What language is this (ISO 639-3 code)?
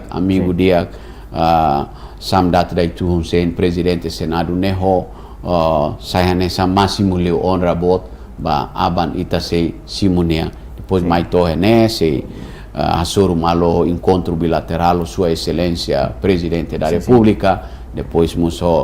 tet